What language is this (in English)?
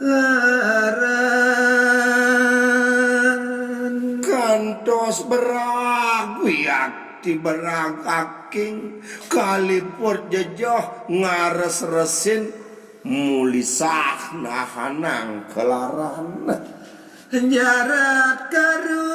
Balinese